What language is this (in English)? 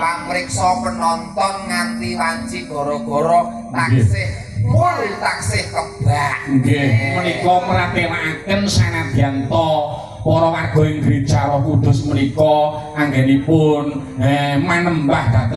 Javanese